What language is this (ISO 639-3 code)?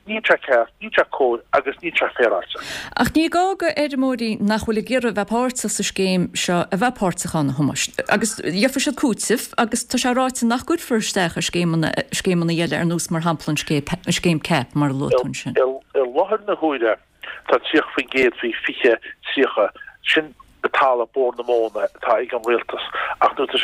gle